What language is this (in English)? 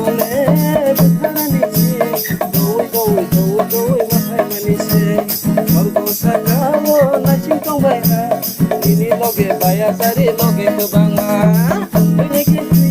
Kok Borok